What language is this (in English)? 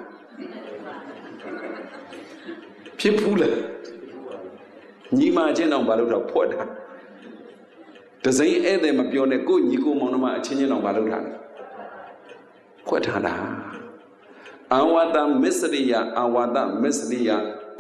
Burmese